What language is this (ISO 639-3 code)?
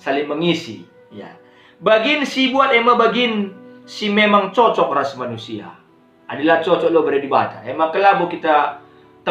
btx